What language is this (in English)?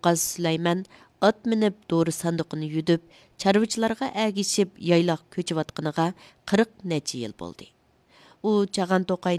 Uyghur